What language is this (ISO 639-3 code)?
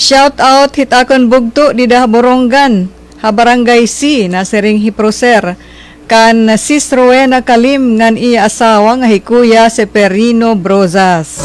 war